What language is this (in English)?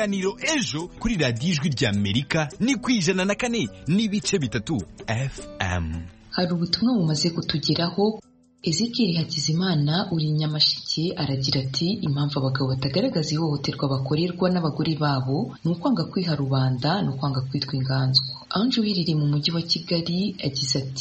Kinyarwanda